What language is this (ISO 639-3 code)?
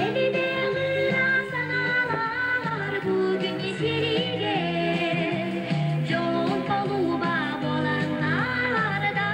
sah